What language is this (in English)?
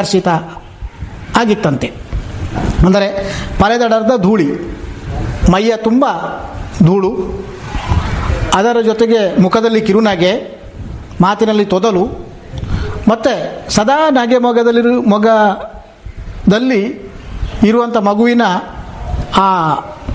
Kannada